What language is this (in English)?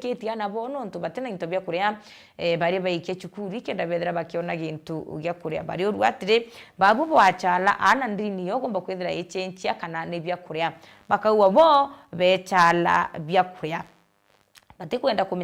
Meru